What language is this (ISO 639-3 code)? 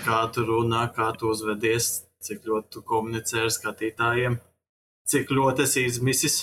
lav